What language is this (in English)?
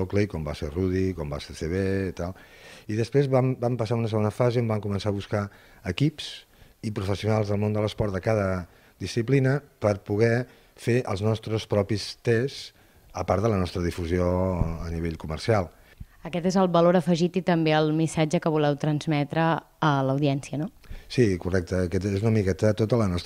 Catalan